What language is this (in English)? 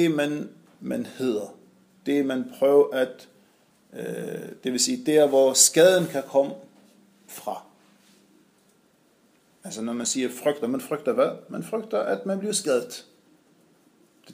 Danish